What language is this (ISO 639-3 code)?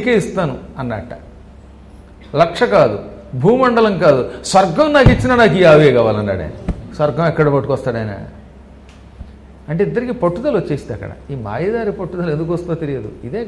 tel